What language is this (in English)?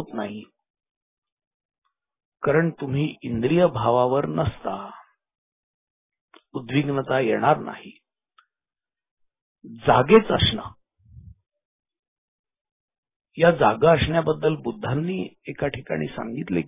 Marathi